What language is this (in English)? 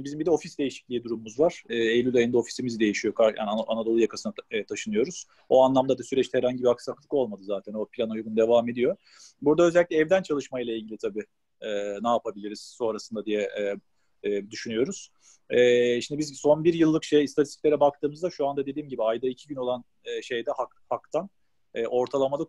Turkish